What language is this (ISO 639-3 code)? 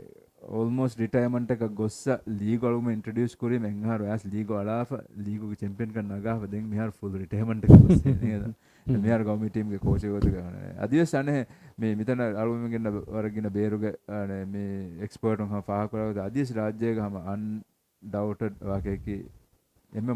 div